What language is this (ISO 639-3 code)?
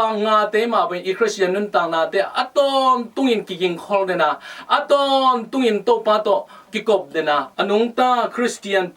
ctd